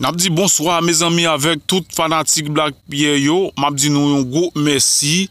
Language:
Haitian Creole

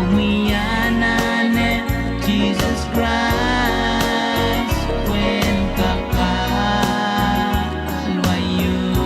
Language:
Pohnpeian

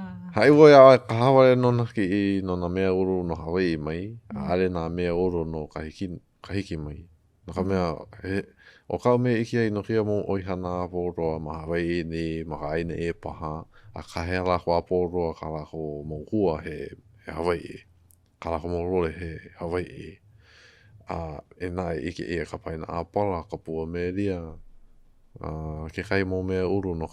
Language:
Hawaiian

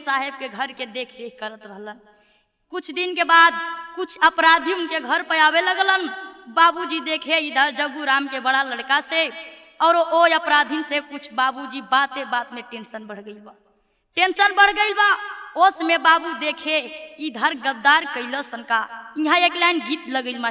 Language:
Bhojpuri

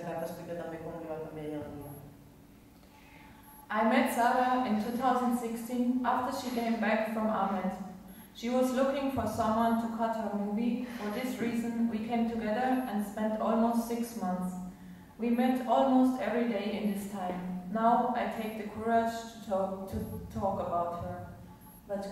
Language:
Catalan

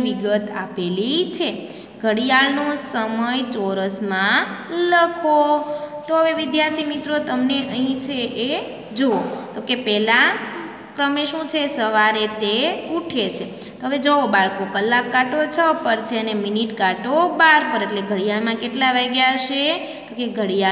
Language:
Gujarati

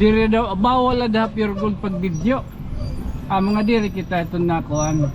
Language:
Waray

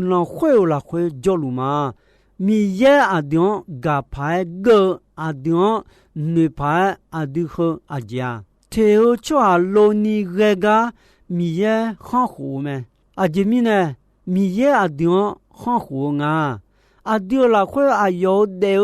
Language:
Akha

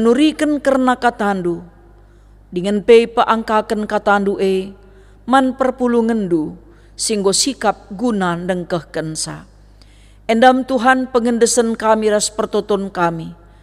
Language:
Batak Karo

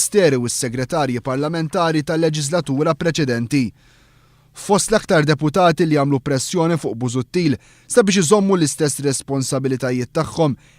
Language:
Maltese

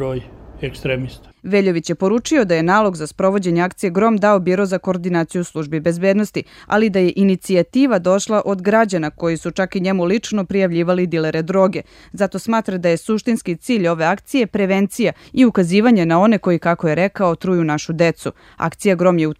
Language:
Serbian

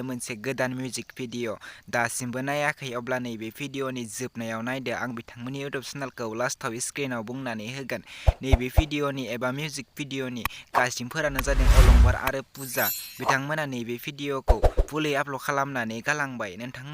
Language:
Bodo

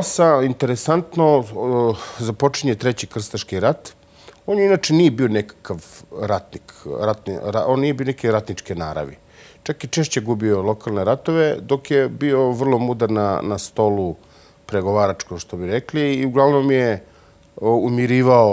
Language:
Serbian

